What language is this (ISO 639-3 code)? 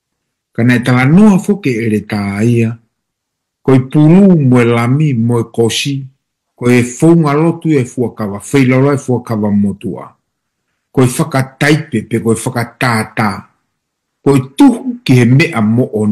ton